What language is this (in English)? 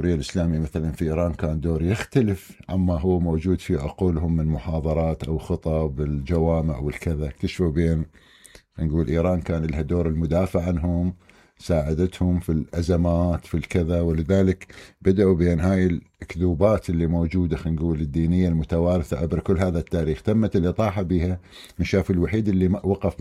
Mesopotamian Arabic